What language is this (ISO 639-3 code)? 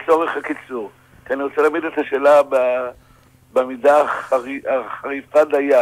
heb